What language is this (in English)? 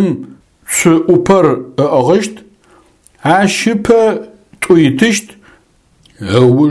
Adyghe